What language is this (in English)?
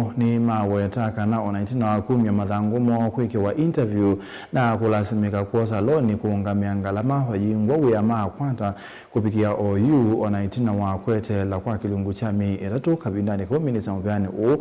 Kamba